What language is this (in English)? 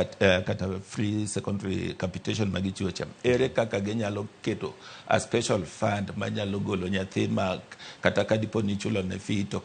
Luo (Kenya and Tanzania)